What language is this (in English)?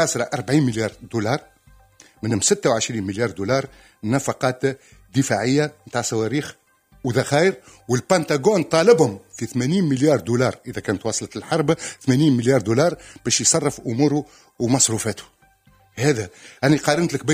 Tunisian Arabic